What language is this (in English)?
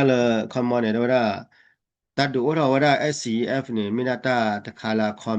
S'gaw Karen